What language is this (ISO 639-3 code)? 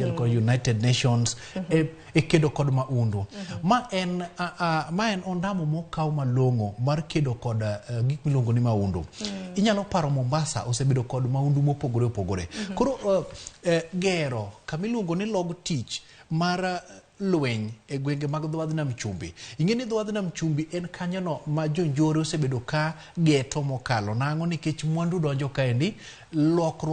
luo